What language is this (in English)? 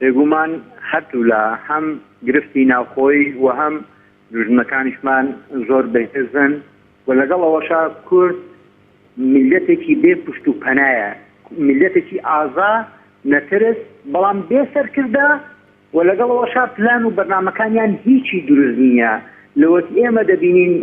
Central Kurdish